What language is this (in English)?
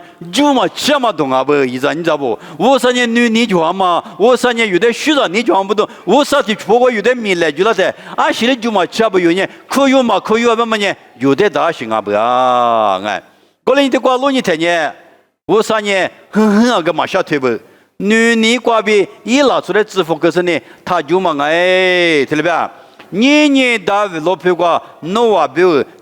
Lisu